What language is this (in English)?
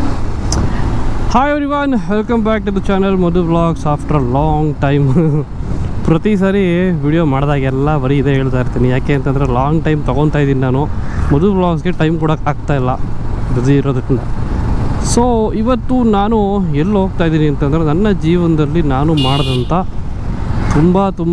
Kannada